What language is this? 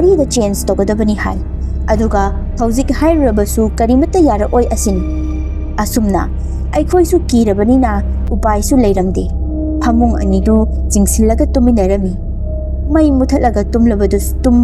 Manipuri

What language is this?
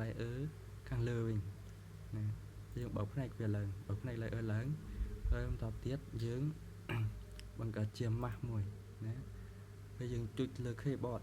Khmer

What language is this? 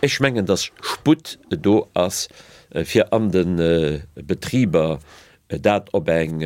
Luxembourgish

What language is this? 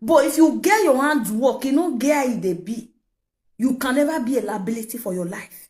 Nigerian Pidgin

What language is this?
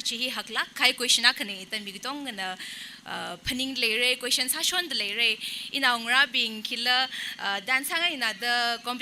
Tangkhul Naga (India)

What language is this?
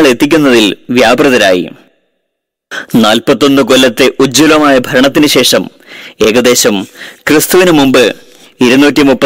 Malayalam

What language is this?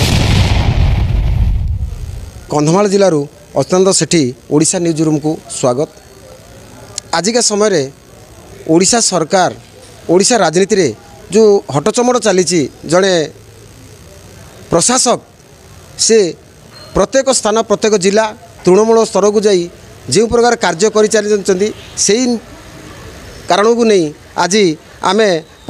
Odia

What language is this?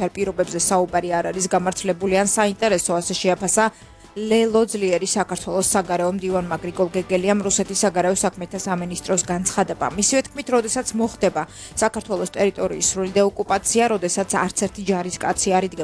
Georgian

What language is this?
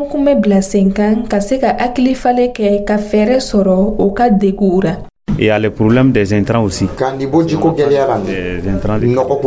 Dyula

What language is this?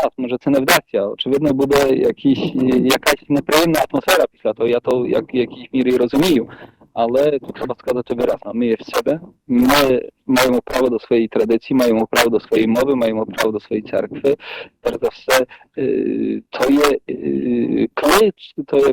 Rusyn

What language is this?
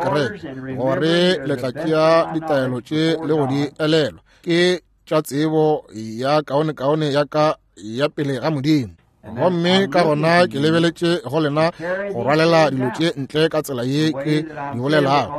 Northern Sotho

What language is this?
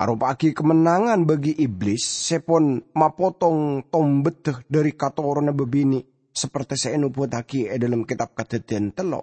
Madurese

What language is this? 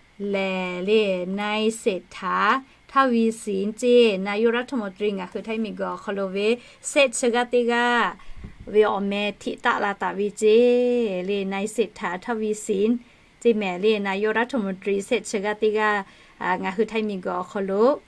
Lahu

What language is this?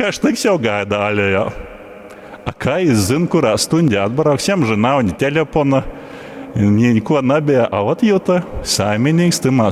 Latgalian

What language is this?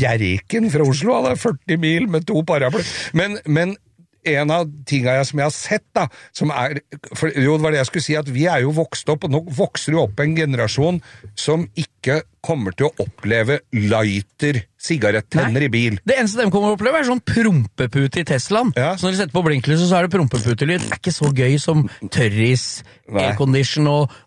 Norwegian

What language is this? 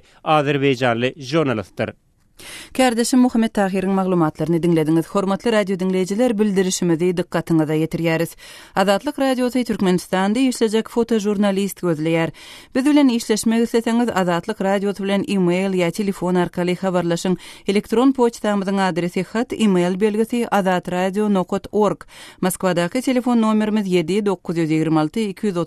Turkmen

